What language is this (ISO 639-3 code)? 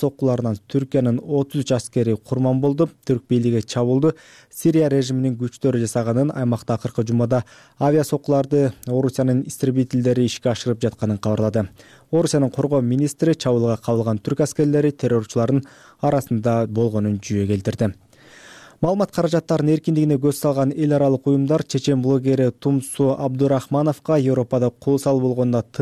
kir